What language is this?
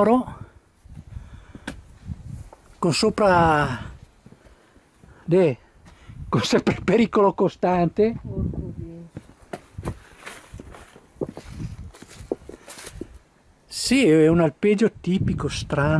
Italian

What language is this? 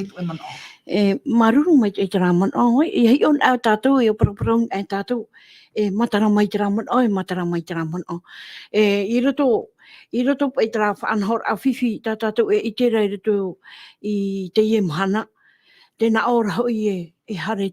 Tahitian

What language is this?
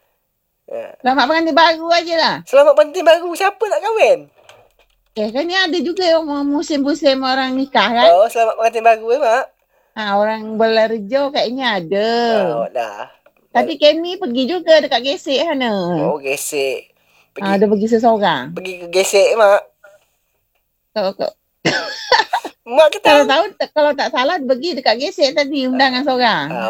Malay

